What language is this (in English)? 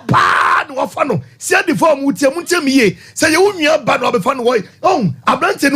Akan